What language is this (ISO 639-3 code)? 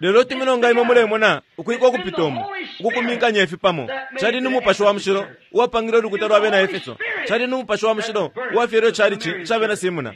bem